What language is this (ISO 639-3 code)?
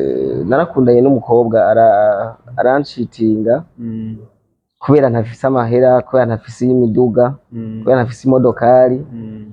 run